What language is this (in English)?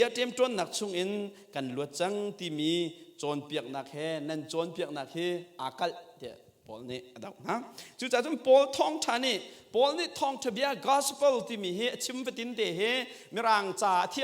Hakha Chin